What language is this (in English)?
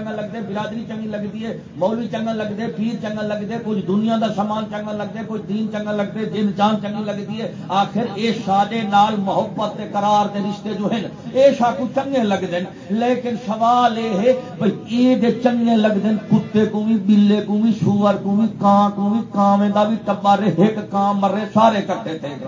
Saraiki